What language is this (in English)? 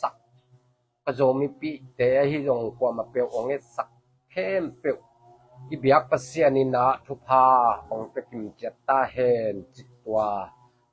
Tedim Chin